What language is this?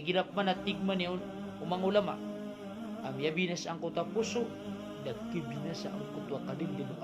Maranao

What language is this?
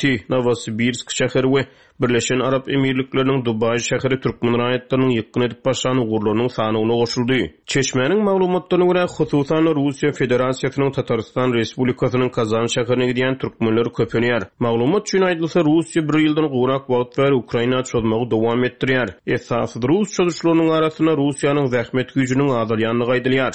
Turkmen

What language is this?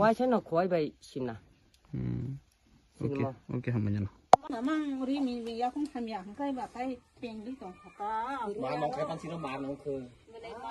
Kok Borok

